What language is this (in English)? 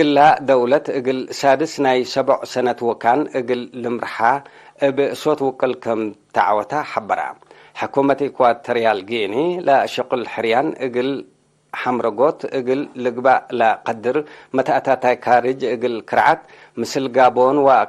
Tigre